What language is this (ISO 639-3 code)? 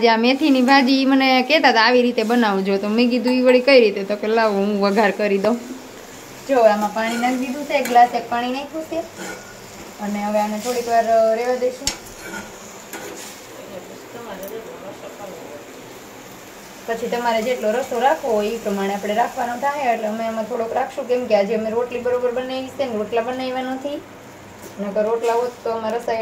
guj